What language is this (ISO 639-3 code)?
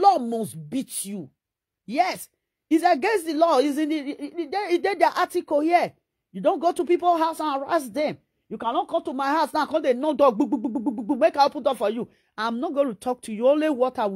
pcm